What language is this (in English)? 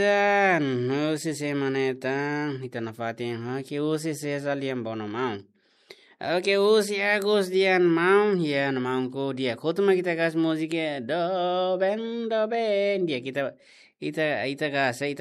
Tetum